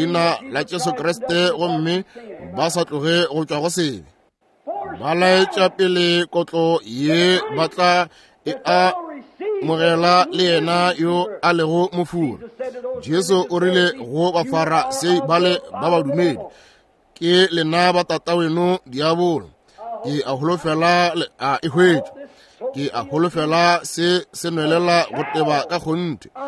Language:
Northern Sotho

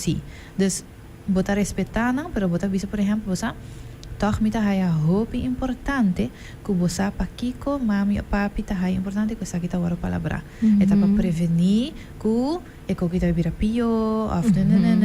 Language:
Papiamento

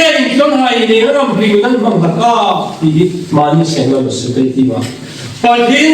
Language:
Hmar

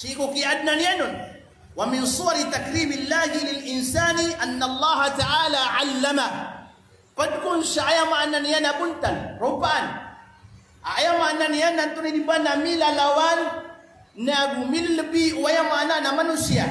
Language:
Maranao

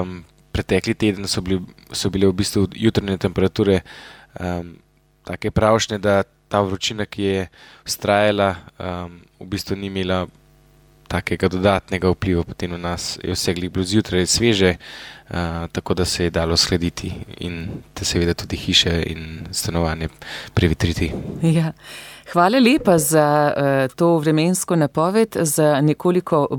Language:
Slovenian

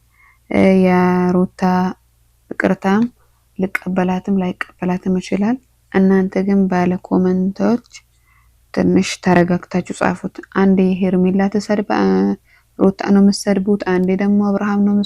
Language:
Amharic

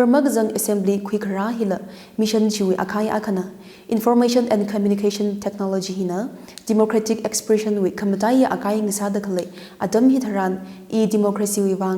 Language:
Tangkhul Naga (India)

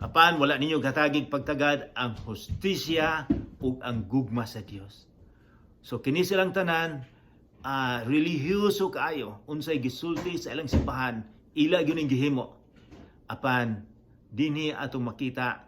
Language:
Cebuano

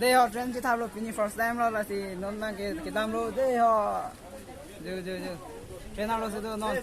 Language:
Karbi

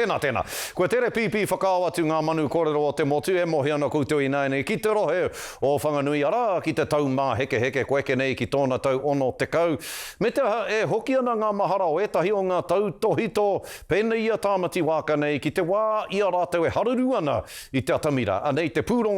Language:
Māori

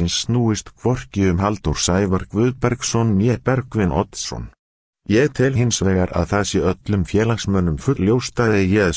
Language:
Icelandic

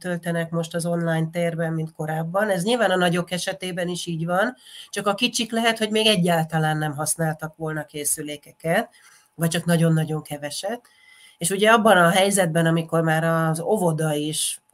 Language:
Hungarian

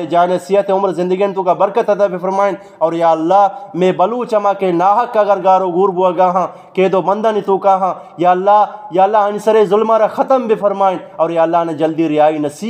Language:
Eastern Balochi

